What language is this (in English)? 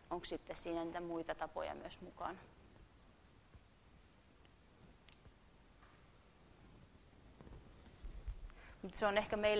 Finnish